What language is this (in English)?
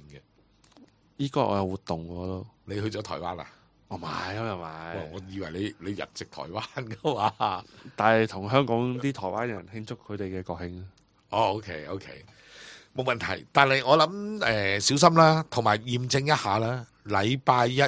Cantonese